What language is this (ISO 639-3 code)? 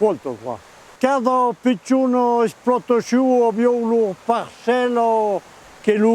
oci